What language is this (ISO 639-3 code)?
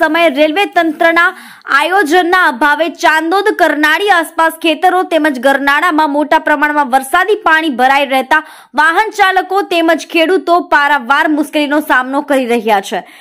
guj